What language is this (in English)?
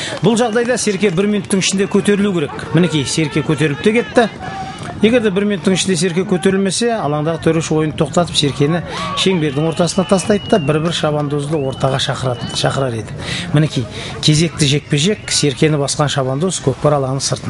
Kazakh